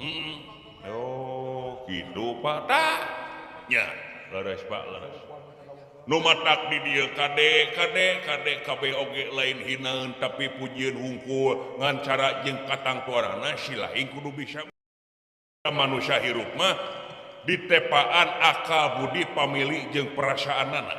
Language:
Sundanese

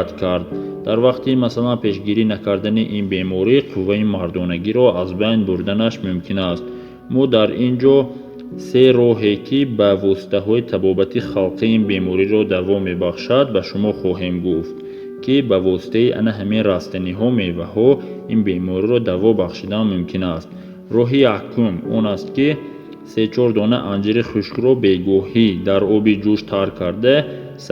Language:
Tajik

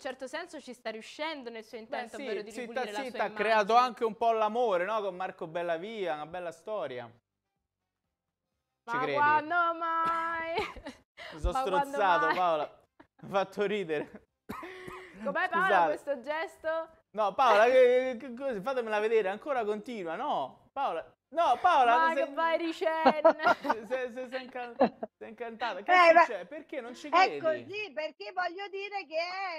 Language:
Italian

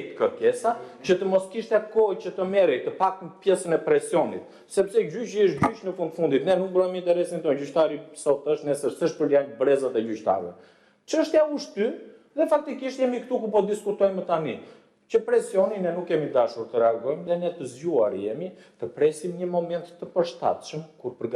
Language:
Albanian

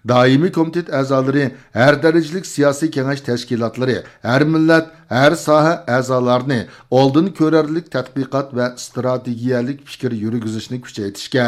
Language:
Uyghur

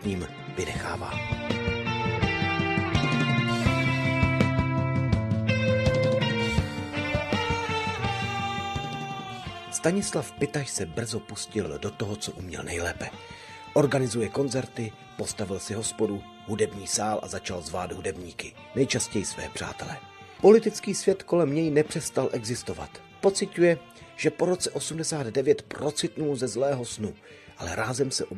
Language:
Czech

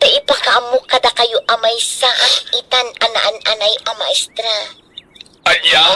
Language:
Iloko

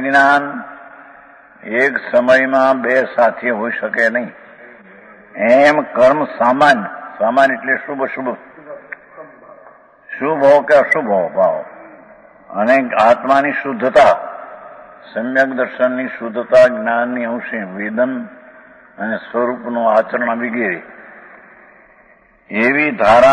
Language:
Gujarati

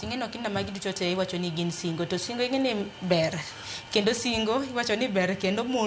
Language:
Luo (Kenya and Tanzania)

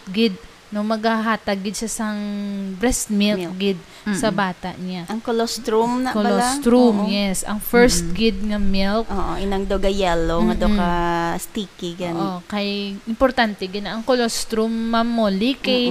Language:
Hiligaynon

